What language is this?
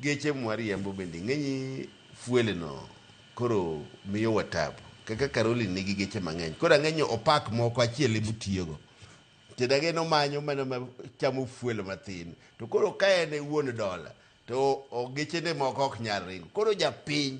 Luo (Kenya and Tanzania)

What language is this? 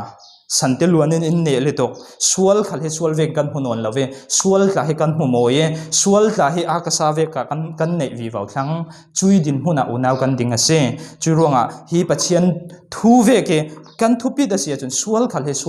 Falam Chin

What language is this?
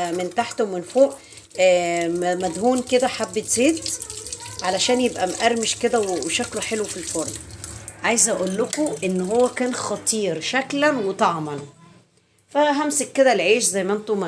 Egyptian Arabic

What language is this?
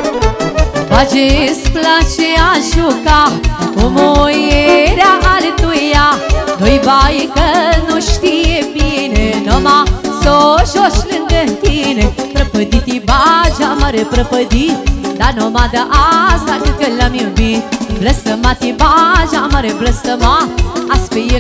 Romanian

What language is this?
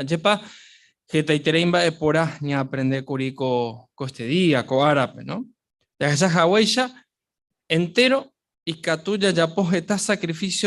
Guarani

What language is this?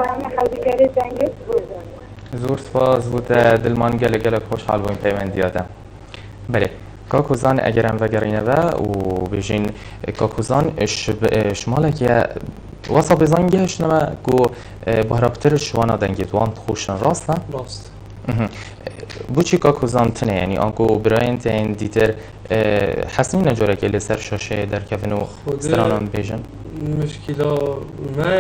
Kurdish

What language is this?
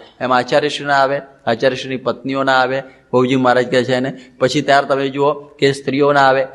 Gujarati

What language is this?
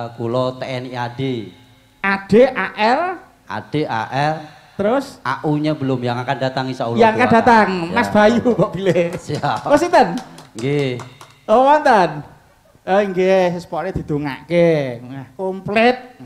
Javanese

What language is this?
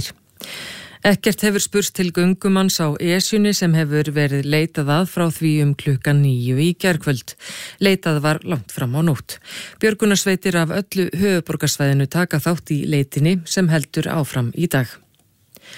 Icelandic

